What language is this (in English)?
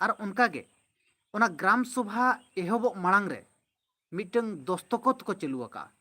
Santali